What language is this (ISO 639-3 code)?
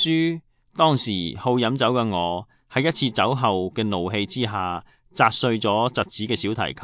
yue